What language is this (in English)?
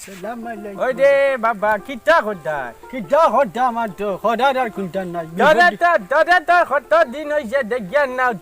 Sylheti